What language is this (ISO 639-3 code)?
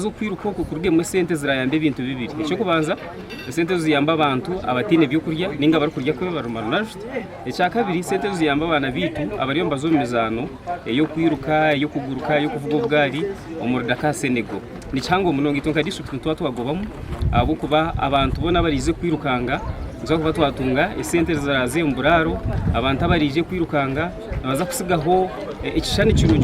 nyn